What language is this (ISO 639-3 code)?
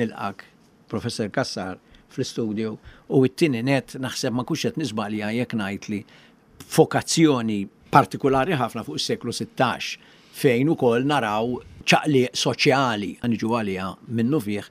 mlt